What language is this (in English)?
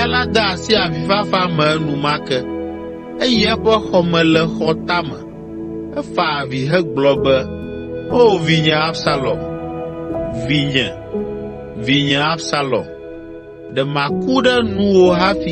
Ewe